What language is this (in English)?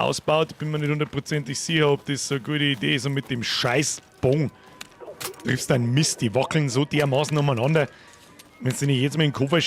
Bavarian